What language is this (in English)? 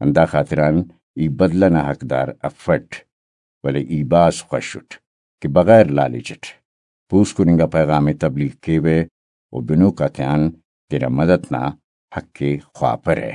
Brahui